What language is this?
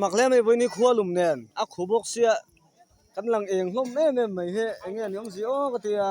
Mizo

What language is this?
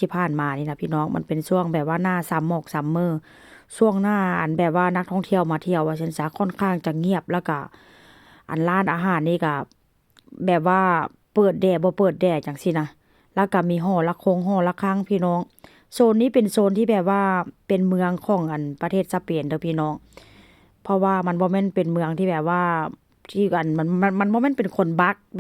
Northeastern Thai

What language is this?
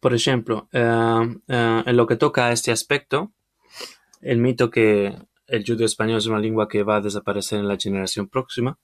Ladino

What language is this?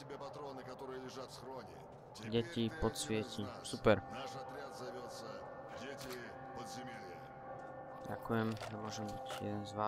Slovak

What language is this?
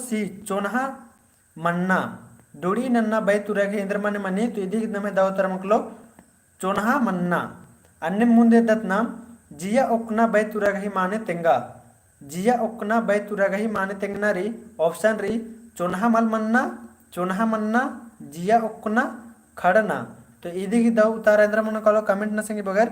Kurukh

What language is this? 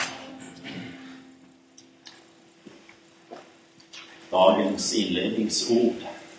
Swedish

